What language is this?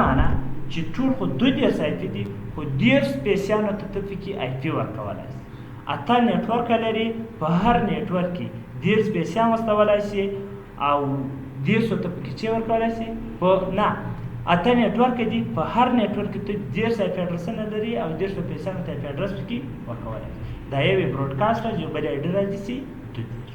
Pashto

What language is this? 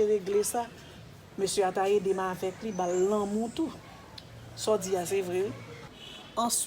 Haitian Creole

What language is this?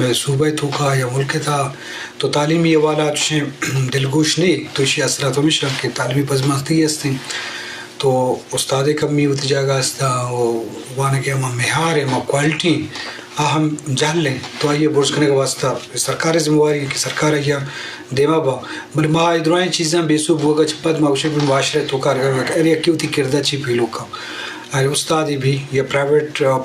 Eastern Balochi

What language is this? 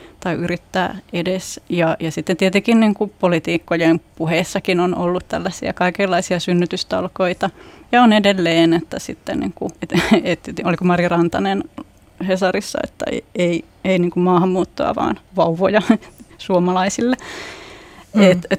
Finnish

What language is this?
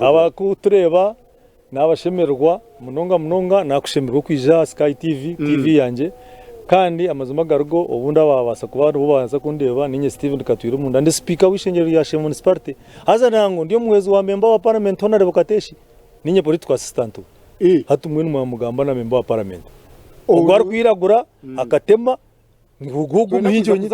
Nyankole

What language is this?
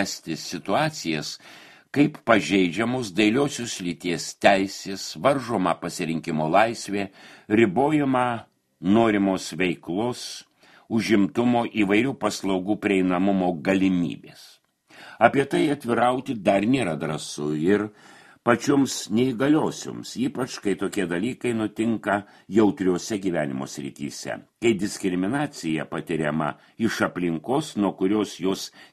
Lithuanian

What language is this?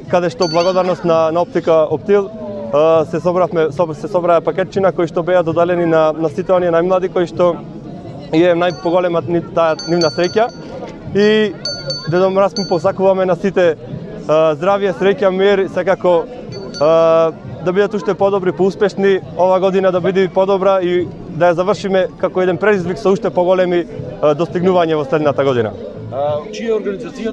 Macedonian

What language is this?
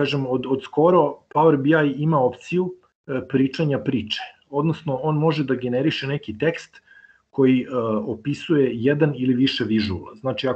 Serbian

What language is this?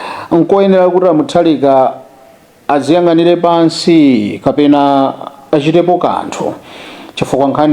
Nyanja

